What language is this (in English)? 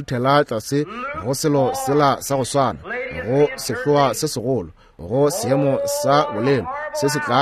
Northern Sotho